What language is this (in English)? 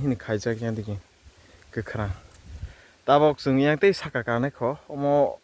Kok Borok